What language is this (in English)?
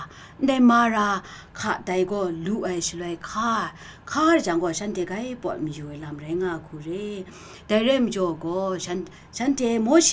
Kachin